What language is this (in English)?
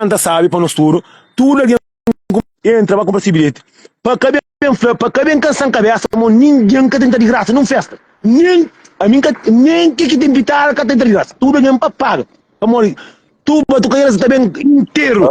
Kabuverdianu